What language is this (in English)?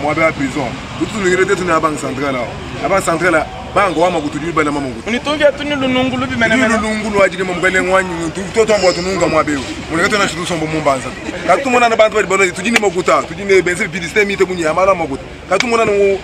Luba-Lulua